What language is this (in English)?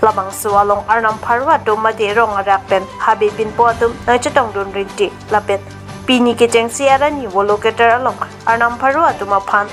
Karbi